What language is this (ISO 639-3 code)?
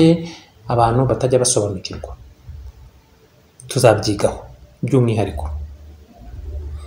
kin